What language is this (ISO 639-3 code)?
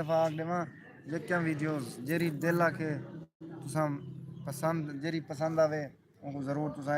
skr